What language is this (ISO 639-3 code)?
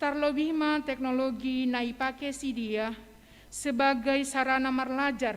bts